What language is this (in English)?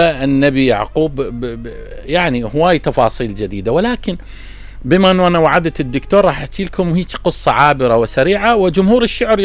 Mesopotamian Arabic